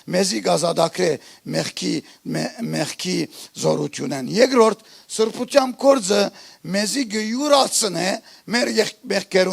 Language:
Western Armenian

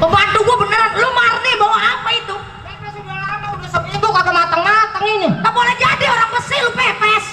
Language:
Betawi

